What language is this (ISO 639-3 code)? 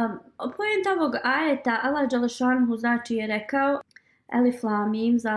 bos